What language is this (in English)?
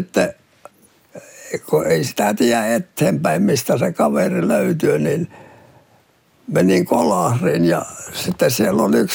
Finnish